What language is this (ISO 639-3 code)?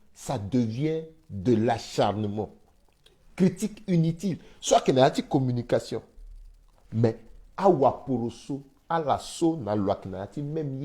sag